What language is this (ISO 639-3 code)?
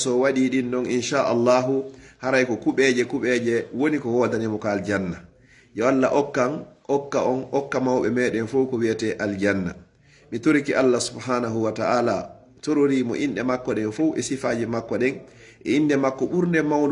fuf